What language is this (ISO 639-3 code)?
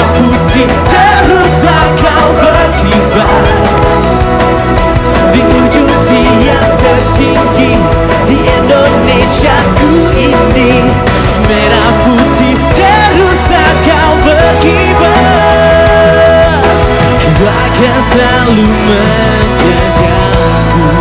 ind